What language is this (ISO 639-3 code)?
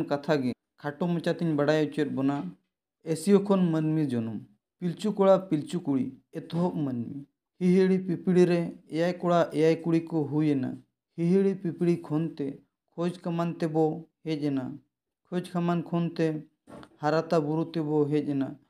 sat